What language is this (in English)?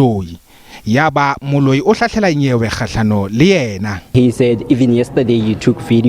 Southern Sotho